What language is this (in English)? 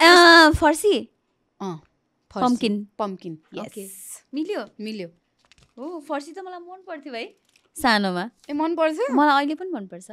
Nepali